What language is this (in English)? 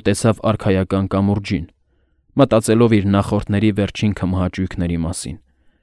Armenian